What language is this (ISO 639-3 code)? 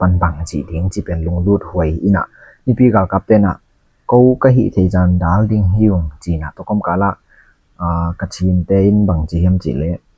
ctd